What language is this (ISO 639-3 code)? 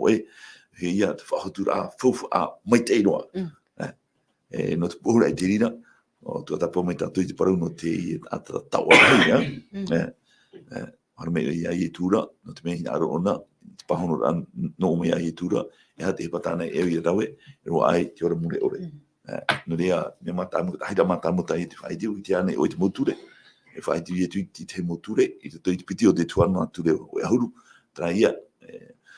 tah